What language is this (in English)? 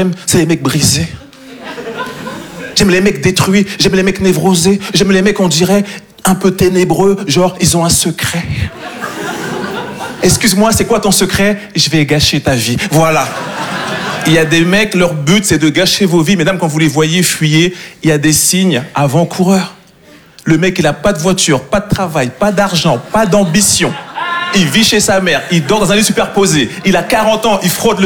French